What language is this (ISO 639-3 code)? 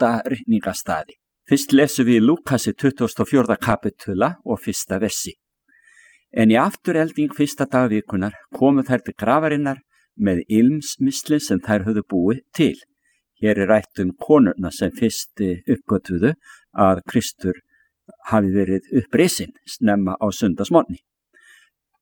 isl